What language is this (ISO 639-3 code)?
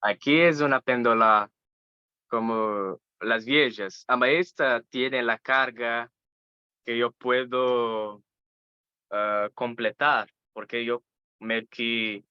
lad